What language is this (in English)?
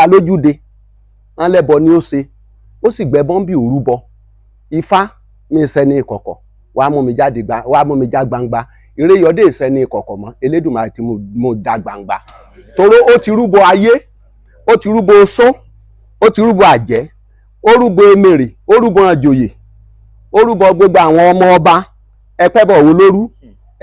Yoruba